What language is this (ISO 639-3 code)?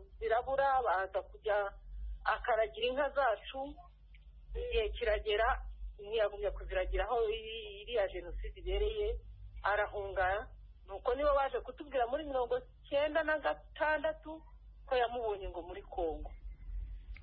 kin